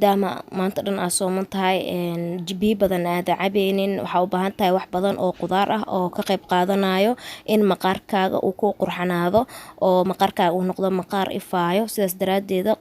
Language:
Somali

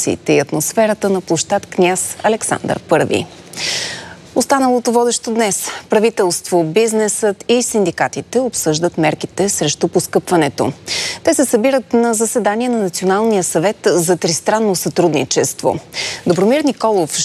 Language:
Bulgarian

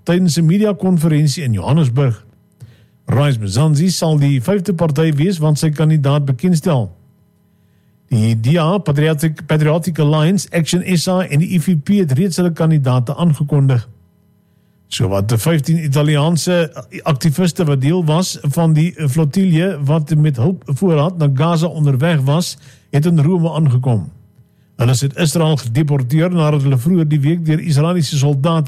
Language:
Afrikaans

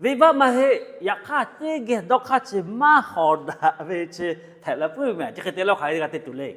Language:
Lahu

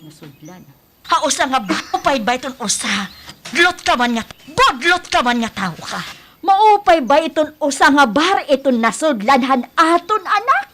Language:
Waray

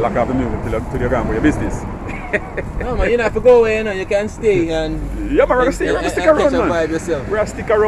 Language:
Jamaican Creole English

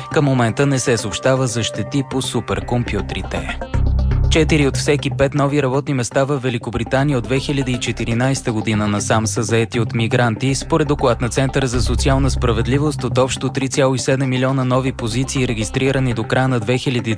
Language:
Bulgarian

